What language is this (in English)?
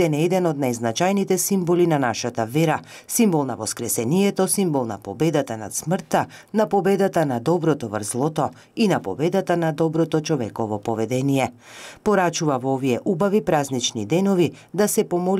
Macedonian